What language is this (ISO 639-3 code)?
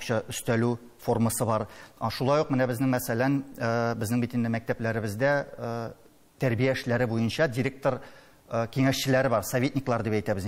tat